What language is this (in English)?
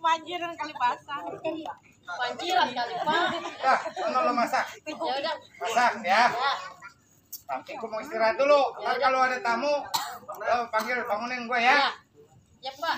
Betawi